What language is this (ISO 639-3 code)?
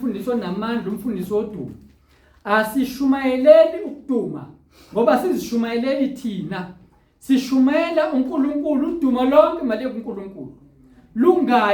zul